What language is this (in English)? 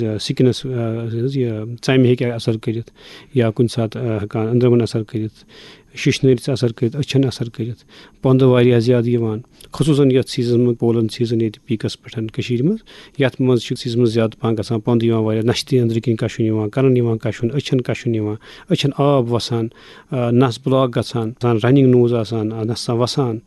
Kashmiri